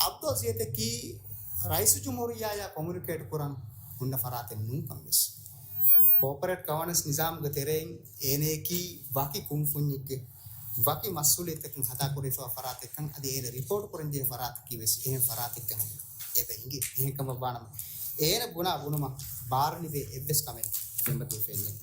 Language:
Divehi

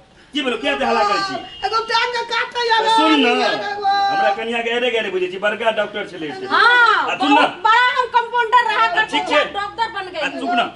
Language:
Maithili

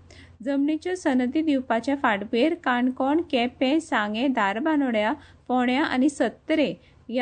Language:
Konkani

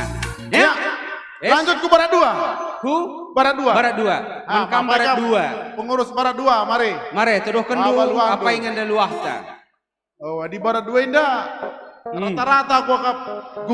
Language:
Batak Karo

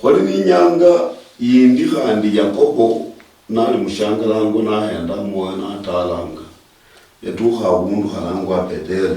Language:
Luyia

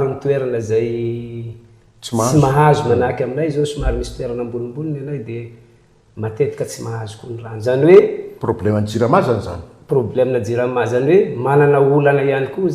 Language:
Malagasy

